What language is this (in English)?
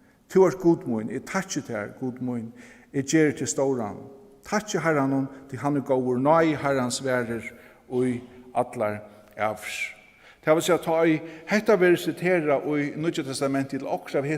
Faroese